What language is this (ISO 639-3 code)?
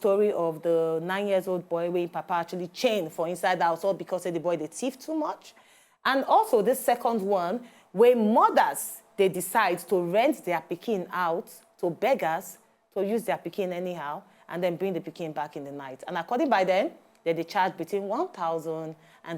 pcm